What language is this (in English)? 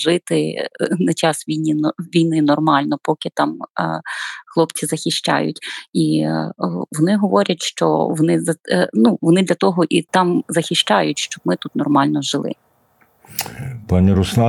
Ukrainian